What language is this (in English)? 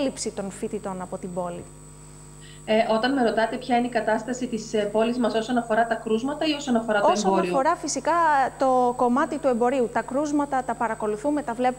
Greek